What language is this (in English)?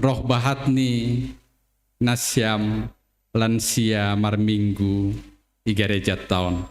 Batak Simalungun